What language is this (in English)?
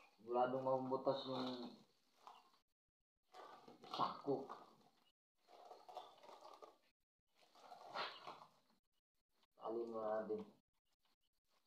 Filipino